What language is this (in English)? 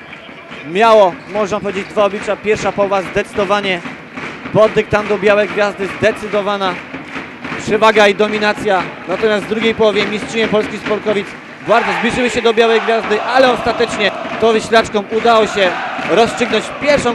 Polish